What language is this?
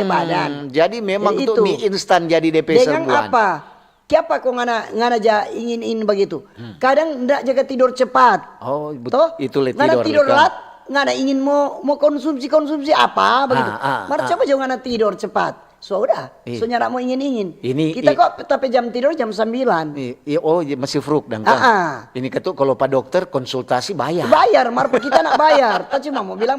Manado Malay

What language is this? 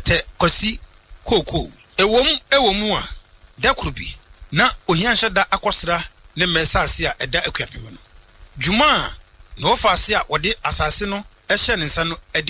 Akan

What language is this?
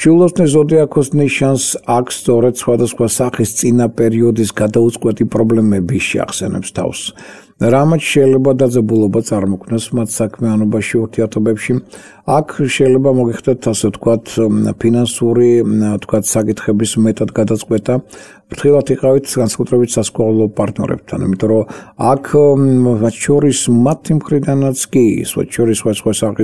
Georgian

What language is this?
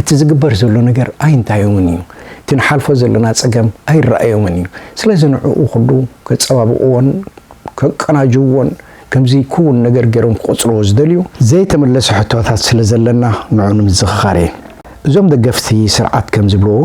Tigrinya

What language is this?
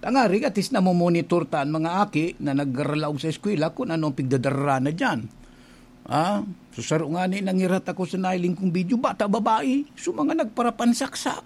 Bikol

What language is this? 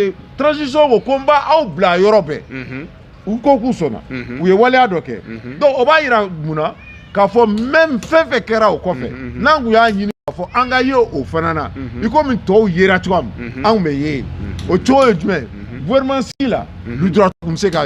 Bambara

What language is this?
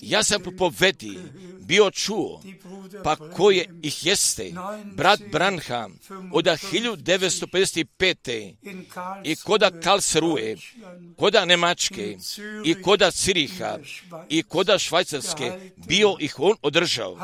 Croatian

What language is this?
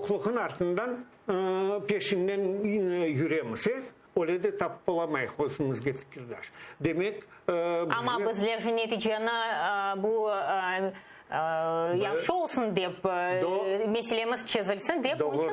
Crimean Tatar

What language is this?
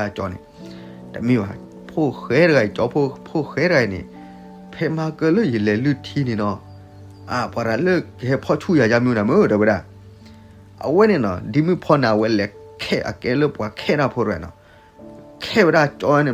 S'gaw Karen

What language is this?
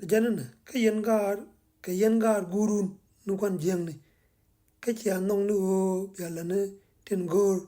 Nuer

